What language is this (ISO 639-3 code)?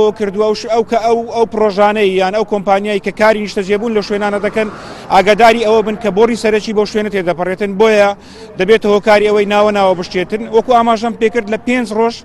ckb